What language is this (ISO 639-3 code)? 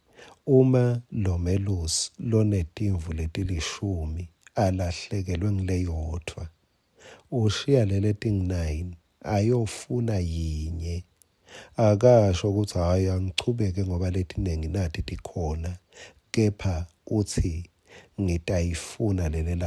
ssw